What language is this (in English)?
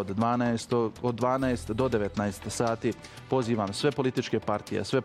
Bosnian